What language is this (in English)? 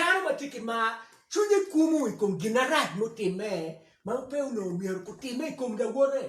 Acoli